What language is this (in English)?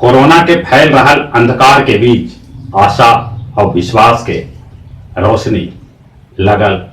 Magahi